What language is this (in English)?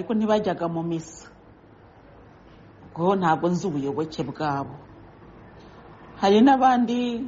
Kinyarwanda